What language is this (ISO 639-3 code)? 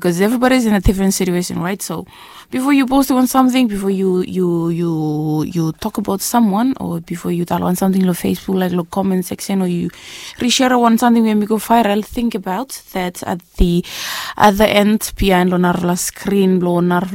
bis